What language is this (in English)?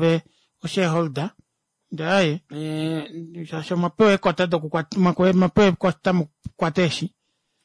Kuanyama